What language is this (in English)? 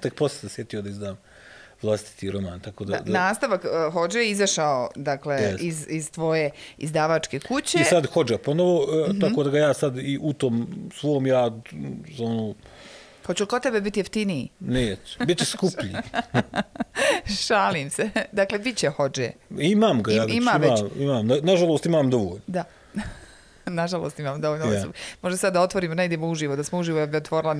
Bosnian